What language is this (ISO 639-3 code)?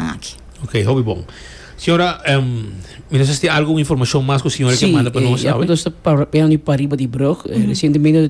pap